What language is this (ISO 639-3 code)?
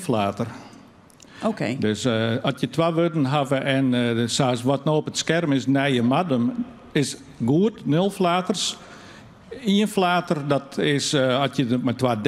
fry